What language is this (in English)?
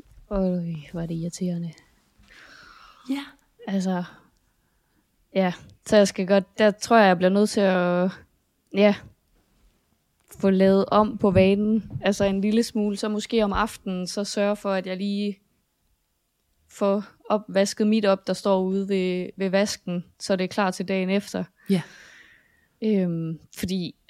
Danish